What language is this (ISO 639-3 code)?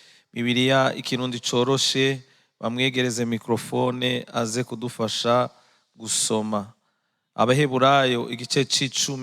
run